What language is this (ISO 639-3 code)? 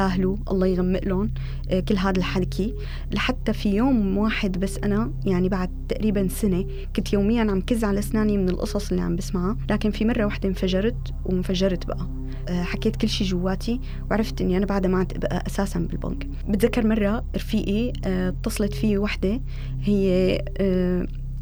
apc